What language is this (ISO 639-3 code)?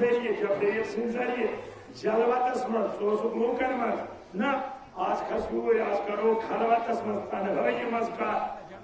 kas